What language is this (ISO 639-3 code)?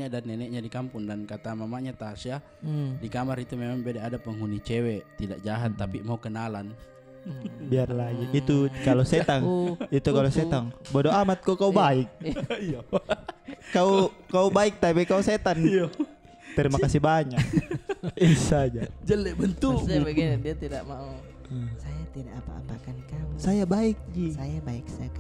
mfp